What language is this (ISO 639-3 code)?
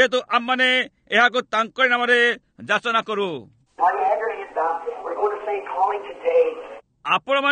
ori